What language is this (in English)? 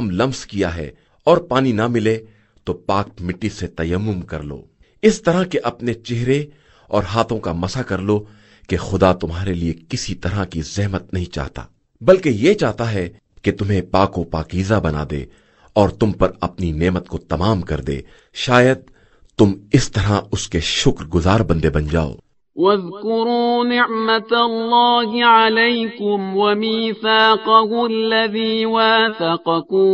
Urdu